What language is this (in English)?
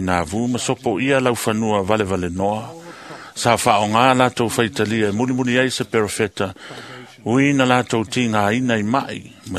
Samoan